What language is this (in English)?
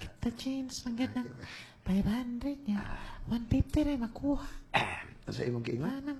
Cebuano